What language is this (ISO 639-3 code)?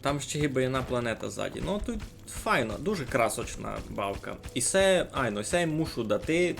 rue